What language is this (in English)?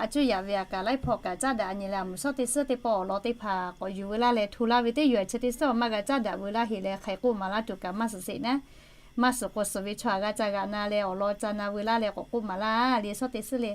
Lahu